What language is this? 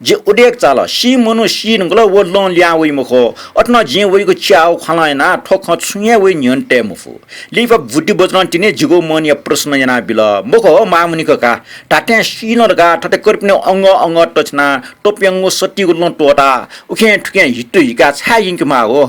Newari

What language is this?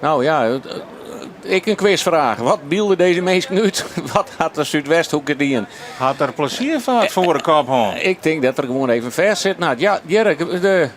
Western Frisian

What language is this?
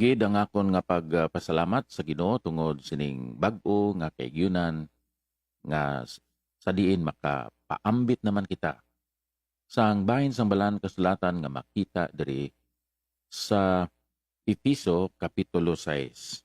Hiligaynon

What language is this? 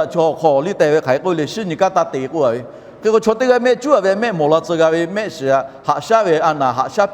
Lahu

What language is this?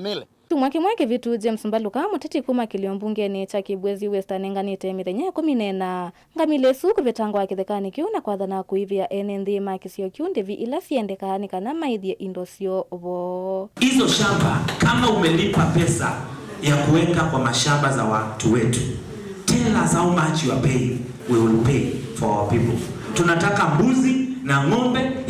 Kamba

